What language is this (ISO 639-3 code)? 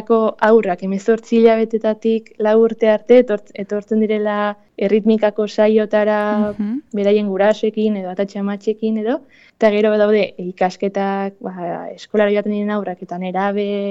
eus